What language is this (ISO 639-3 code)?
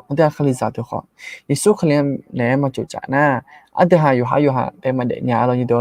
ahk